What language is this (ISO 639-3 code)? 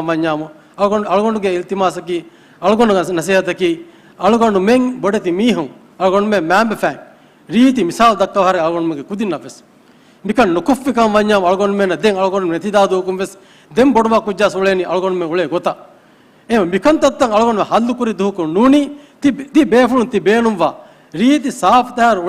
div